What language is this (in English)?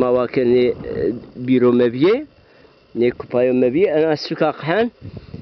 Zaza